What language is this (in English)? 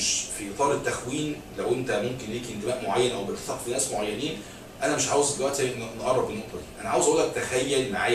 Egyptian Arabic